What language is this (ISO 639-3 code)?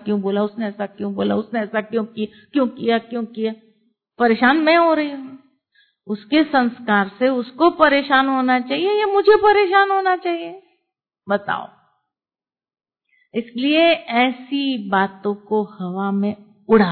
hin